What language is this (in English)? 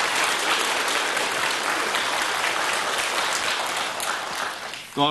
Norwegian